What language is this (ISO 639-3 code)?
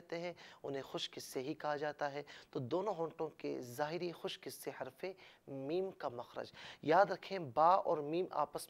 urd